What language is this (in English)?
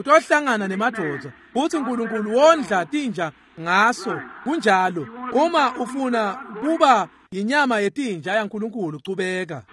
Swati